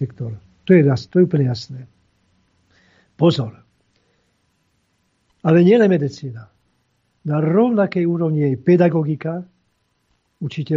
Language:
Slovak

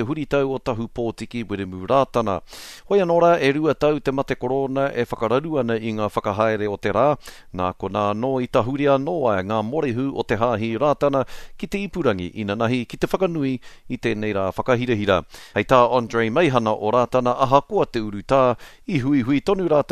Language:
Māori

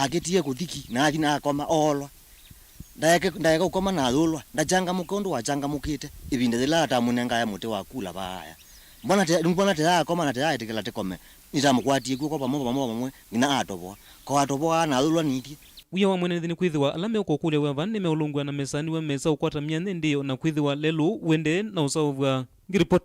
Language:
Kamba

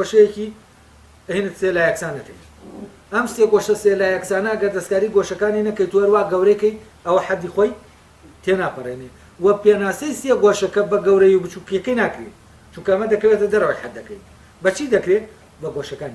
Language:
Central Kurdish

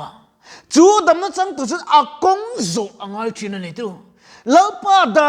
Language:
Mizo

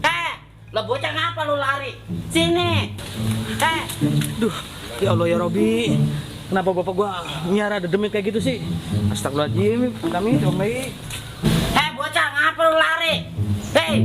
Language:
Betawi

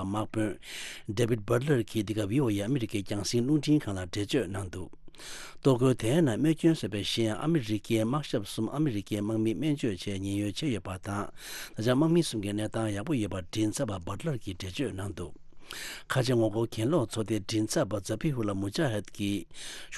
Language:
Tibetan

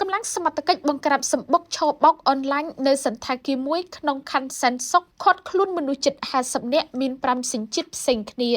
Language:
Khmer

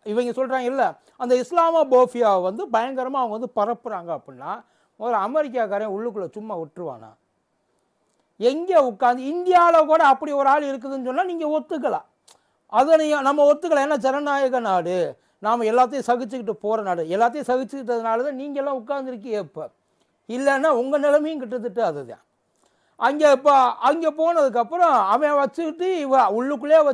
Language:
Tamil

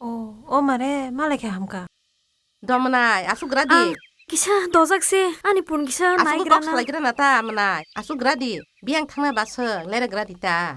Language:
Kok Borok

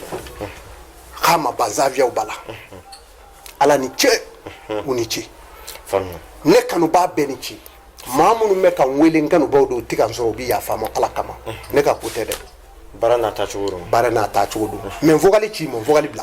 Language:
Bambara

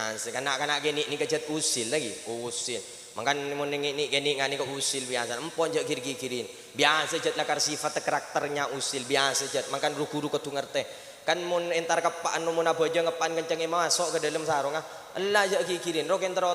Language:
Madurese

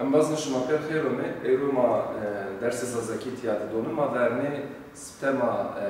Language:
Zaza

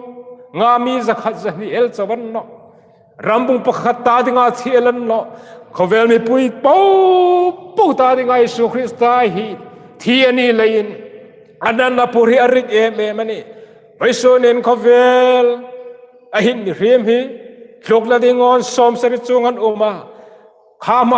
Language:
Hmar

